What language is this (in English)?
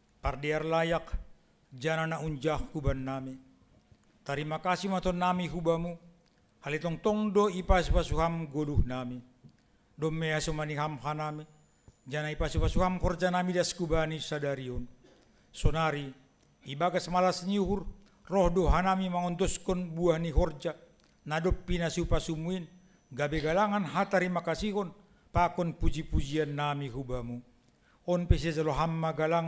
Batak Simalungun